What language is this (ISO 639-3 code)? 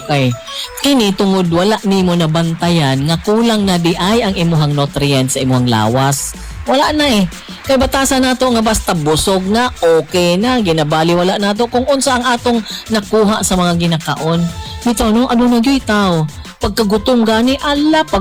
ceb